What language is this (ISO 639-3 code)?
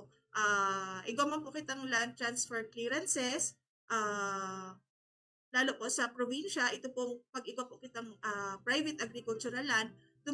bik